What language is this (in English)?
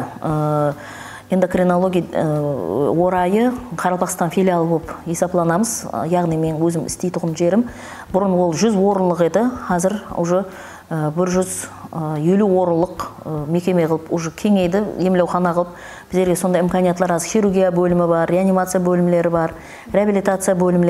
Kara-Kalpak